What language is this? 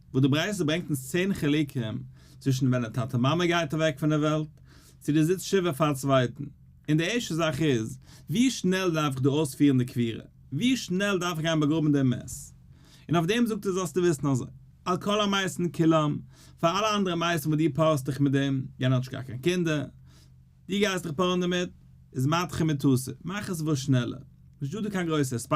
Yiddish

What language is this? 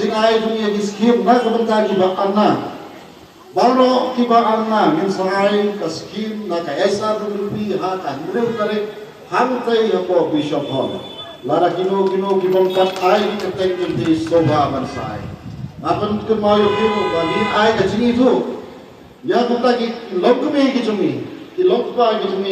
Khasi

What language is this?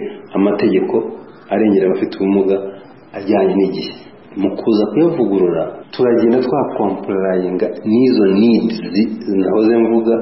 Kinyarwanda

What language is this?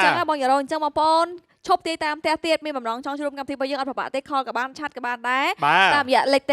Khmer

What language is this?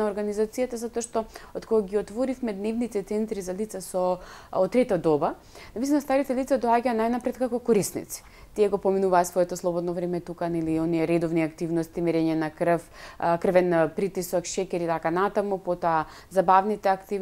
Macedonian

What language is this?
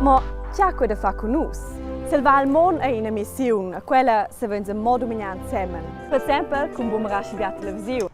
Romansh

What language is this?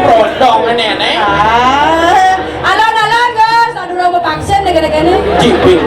Balinese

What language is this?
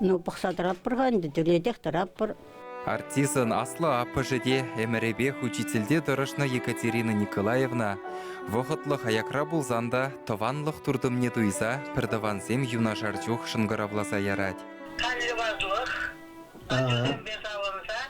Chuvash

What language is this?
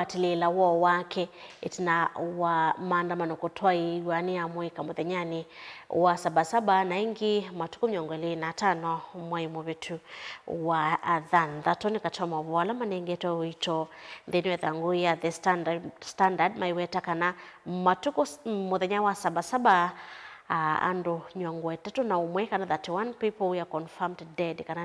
Kamba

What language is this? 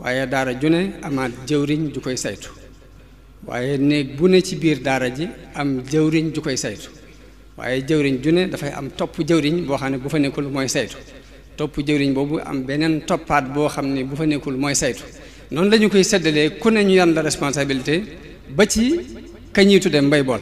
Wolof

